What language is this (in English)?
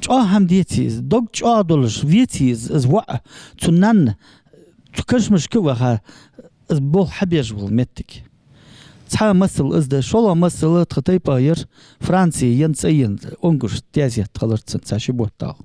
Ingush